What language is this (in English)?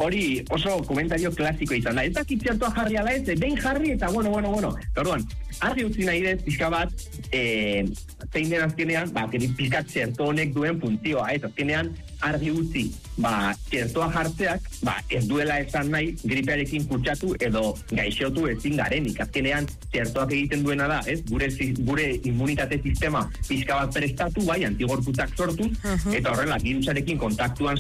Basque